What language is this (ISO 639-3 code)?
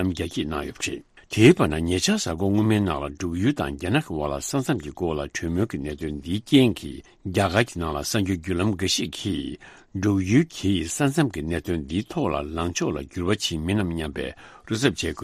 bod